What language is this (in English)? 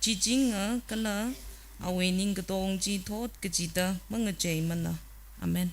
Tangkhul Naga (India)